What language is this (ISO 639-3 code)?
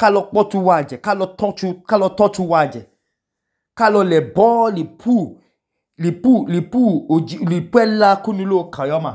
idu